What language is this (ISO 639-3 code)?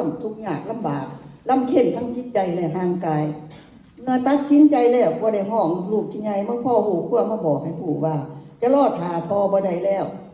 lao